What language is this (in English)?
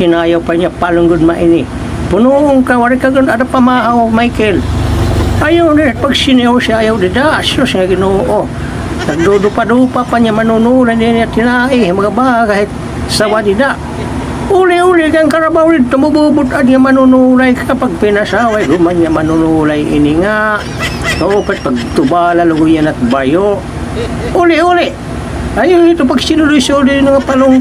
Waray